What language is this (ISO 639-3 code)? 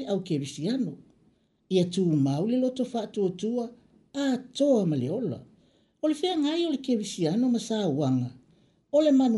smo